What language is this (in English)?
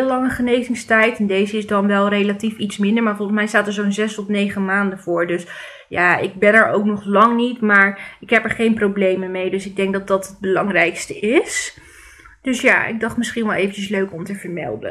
Dutch